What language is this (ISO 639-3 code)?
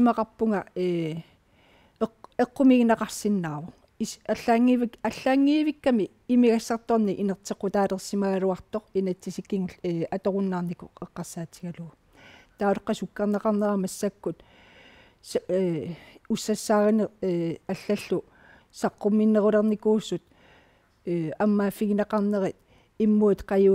kal